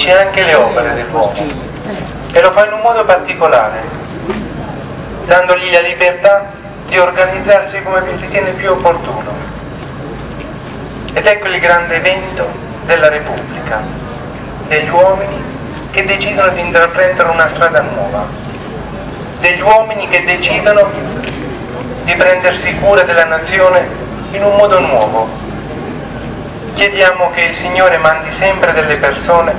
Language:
Italian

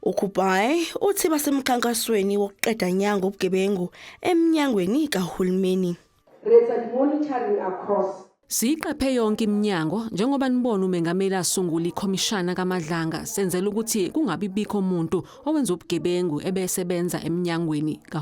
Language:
Zulu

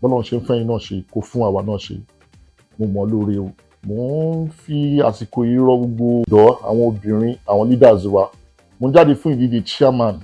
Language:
Yoruba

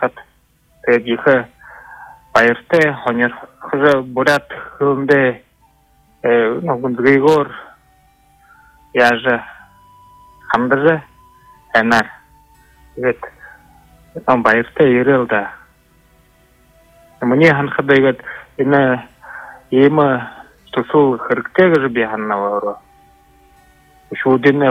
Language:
Buriat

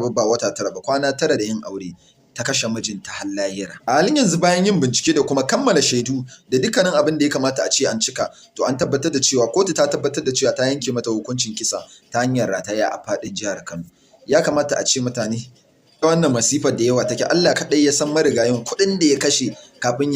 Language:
Hausa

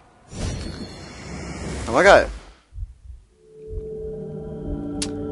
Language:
German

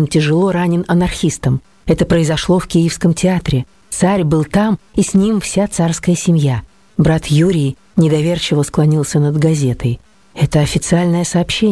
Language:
Russian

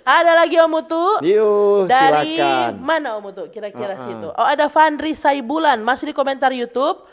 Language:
Manado Malay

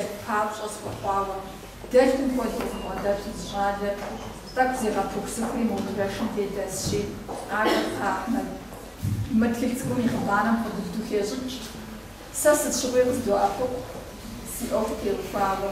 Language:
Kabardian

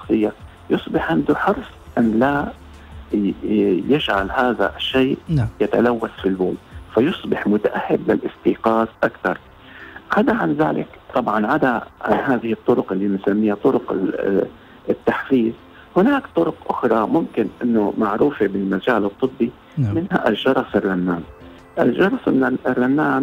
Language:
Arabic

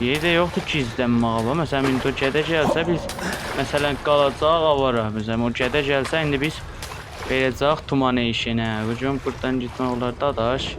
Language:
South Azerbaijani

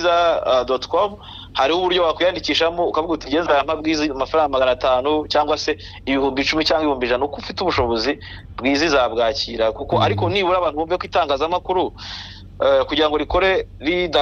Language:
Kinyarwanda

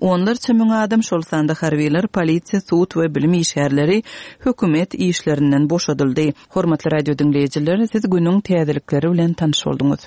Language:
Turkmen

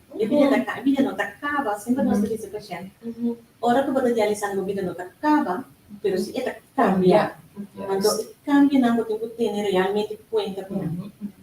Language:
Papiamento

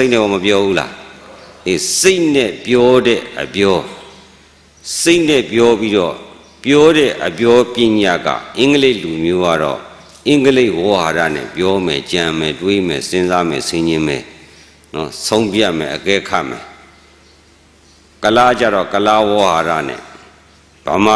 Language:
Burmese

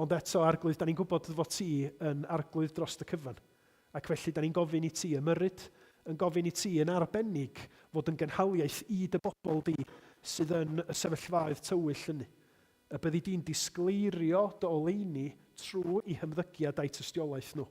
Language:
Welsh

